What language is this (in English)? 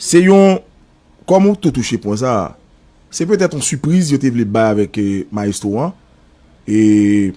Haitian Creole